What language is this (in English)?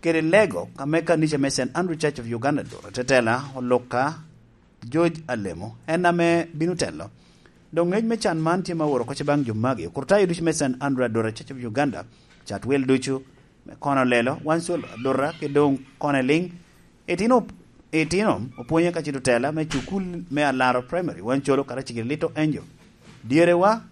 Lango (Uganda)